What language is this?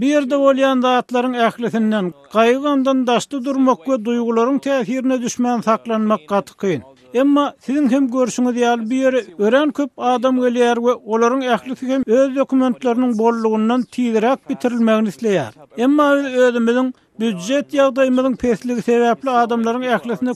Turkmen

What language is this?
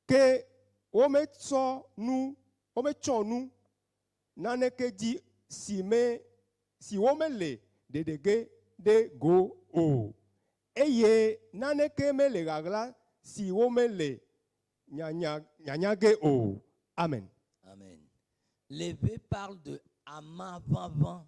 Ewe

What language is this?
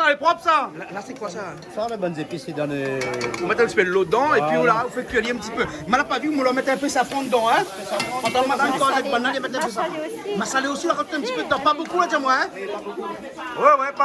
Réunion Creole French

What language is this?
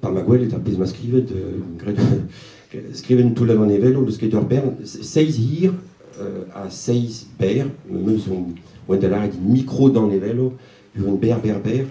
Breton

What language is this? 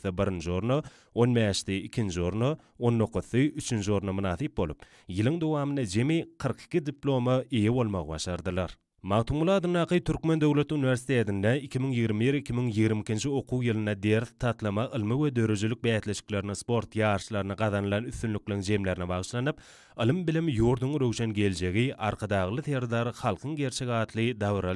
Turkmen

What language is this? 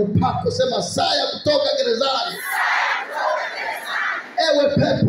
Swahili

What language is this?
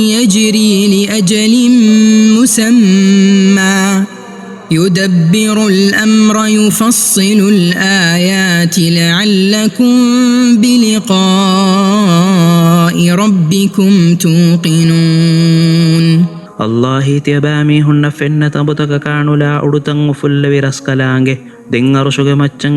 Divehi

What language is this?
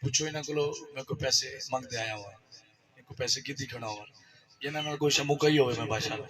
Saraiki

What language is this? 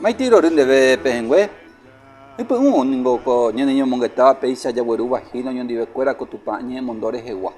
Guarani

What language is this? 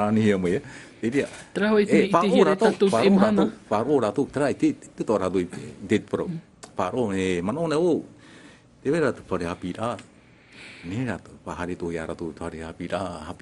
Tahitian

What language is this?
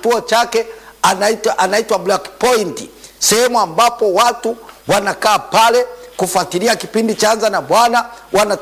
Swahili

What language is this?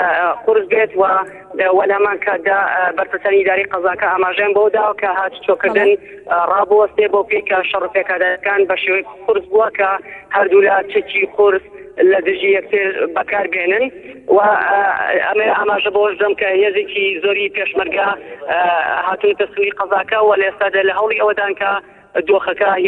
Central Kurdish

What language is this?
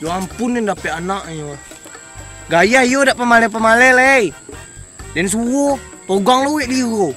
Minangkabau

